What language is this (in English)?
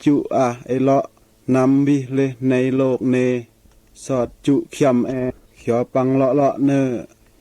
Mal